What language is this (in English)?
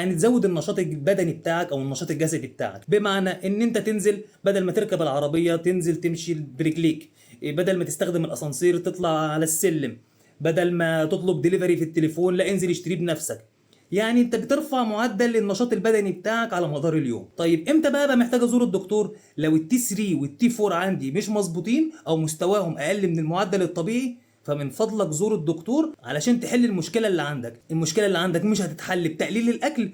Egyptian Arabic